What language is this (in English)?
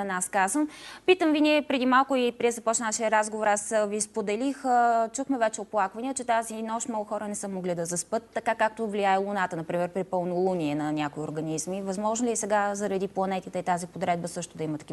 Bulgarian